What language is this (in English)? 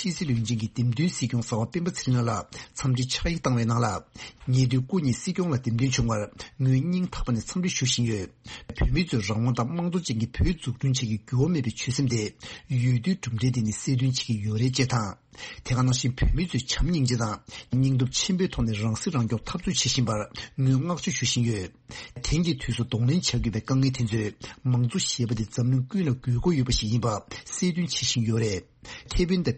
Tibetan